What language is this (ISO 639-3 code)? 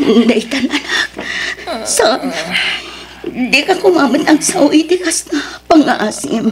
ilo